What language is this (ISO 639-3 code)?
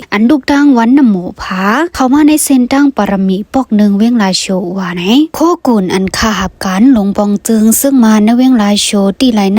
shn